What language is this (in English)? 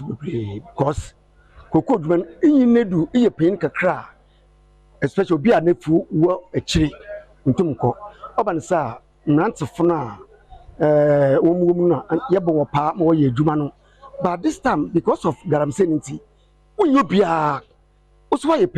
Akan